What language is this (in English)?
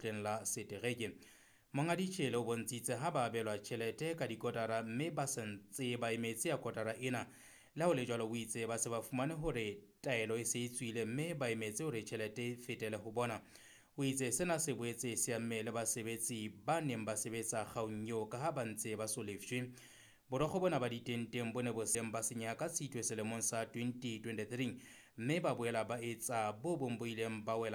Southern Sotho